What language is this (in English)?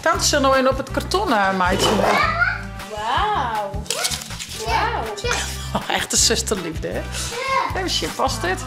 Western Frisian